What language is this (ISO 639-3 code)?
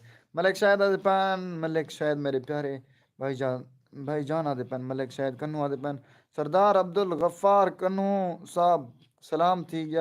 skr